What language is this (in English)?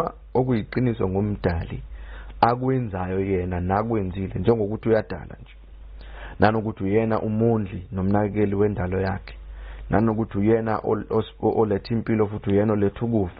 Zulu